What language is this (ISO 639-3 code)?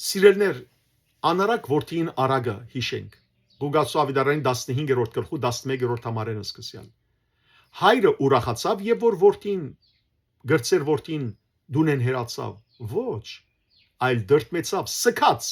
hyw